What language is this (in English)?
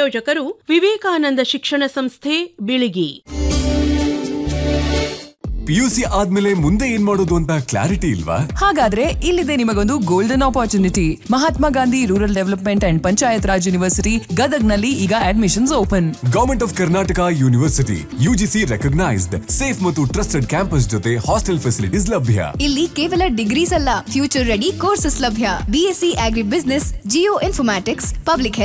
Kannada